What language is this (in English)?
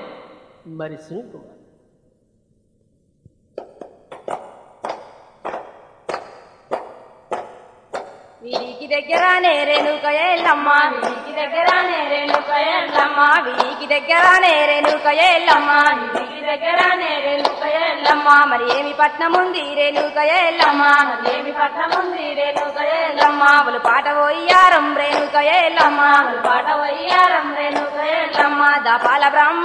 Telugu